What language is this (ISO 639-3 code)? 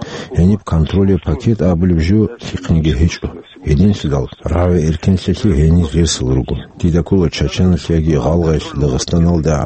ava